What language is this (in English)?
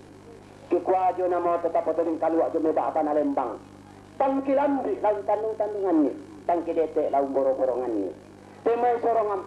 Toraja-Sa'dan